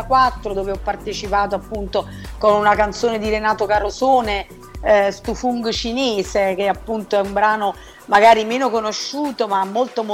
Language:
Italian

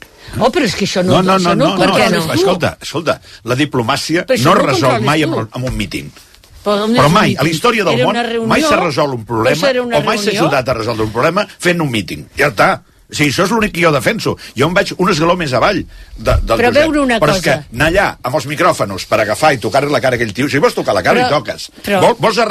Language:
Catalan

